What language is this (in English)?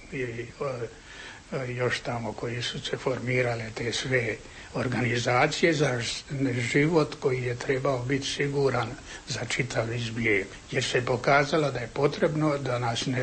Croatian